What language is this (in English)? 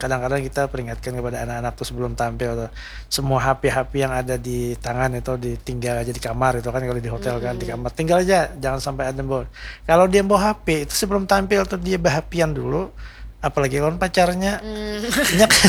Banjar